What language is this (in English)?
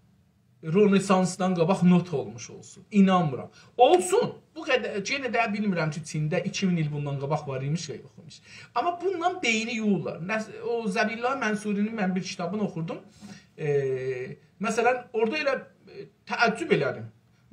South Azerbaijani